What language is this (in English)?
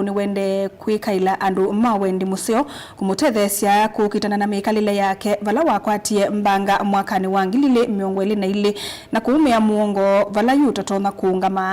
Kamba